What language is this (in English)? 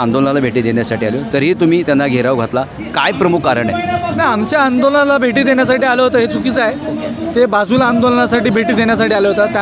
Marathi